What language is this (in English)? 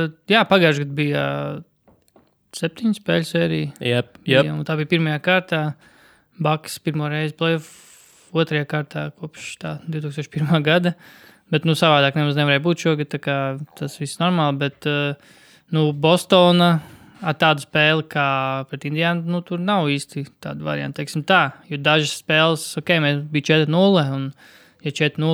Latvian